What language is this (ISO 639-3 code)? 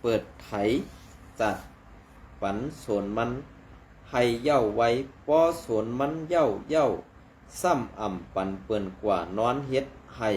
shn